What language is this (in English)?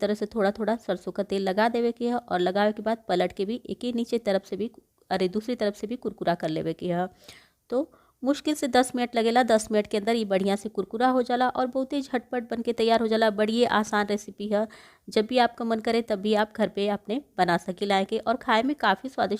Bhojpuri